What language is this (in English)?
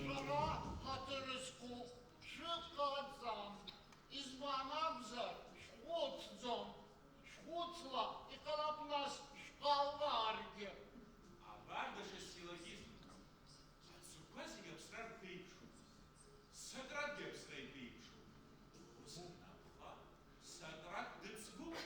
Abkhazian